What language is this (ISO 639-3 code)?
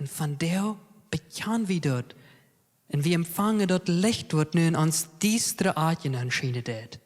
pdt